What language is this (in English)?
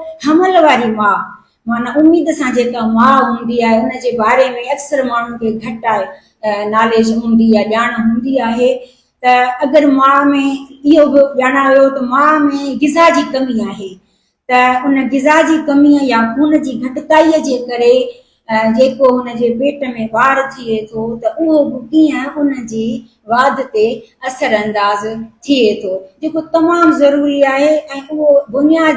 Sindhi